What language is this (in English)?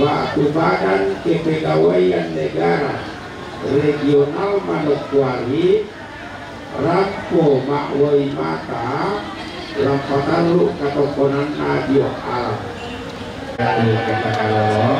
Toraja-Sa'dan